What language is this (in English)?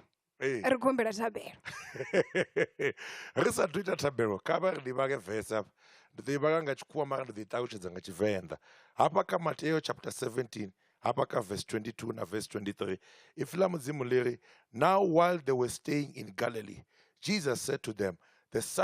Venda